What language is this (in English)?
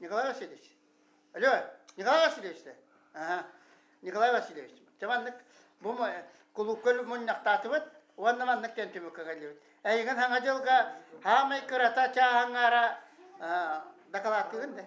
Yakut